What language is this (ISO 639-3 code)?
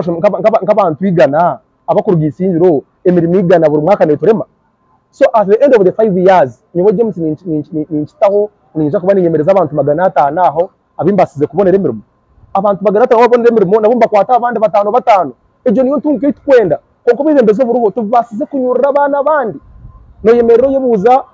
nyn